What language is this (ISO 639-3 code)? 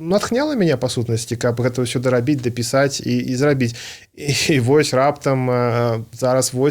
bel